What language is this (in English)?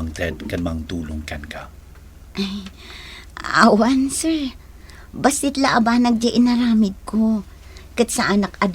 Iloko